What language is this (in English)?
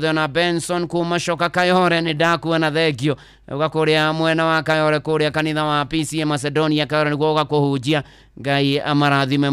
Kikuyu